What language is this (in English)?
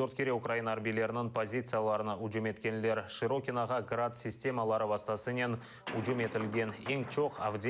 Crimean Tatar